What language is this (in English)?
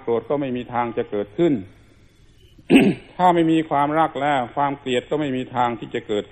Thai